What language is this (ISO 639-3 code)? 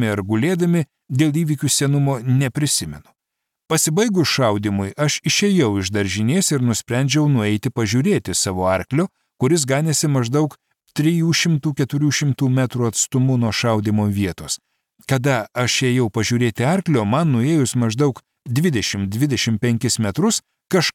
lit